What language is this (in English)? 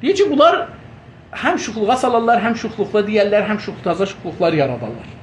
South Azerbaijani